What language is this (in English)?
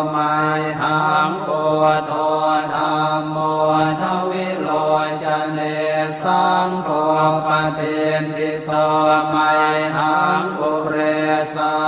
Pali